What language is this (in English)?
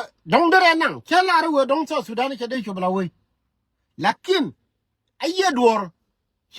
Nuer